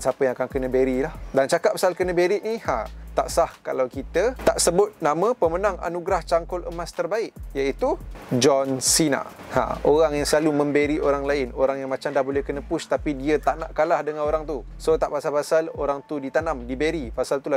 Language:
Malay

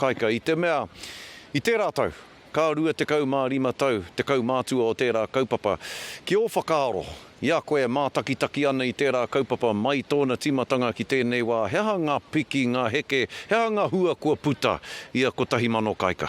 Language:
Māori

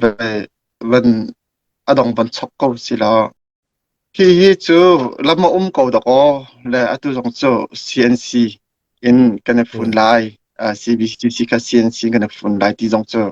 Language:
Hakha Chin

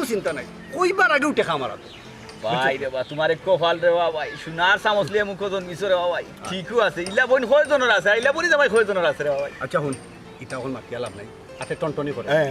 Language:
Sylheti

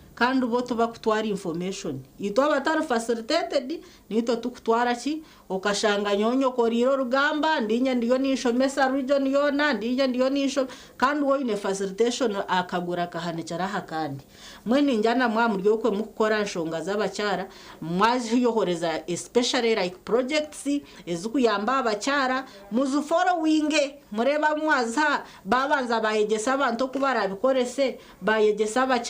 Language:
Nyankole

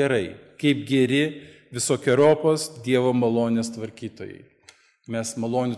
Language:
Lithuanian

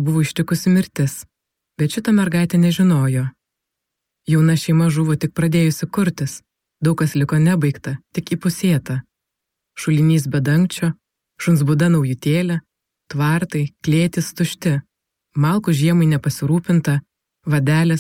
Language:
Lithuanian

